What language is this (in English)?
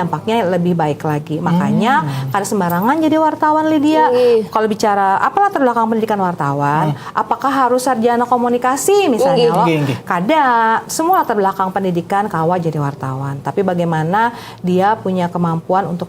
Banjar